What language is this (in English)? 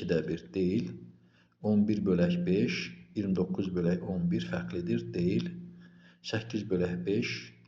Azerbaijani